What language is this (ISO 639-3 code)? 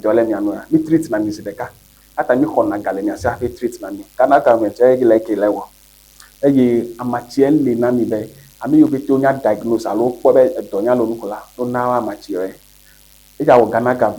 ewe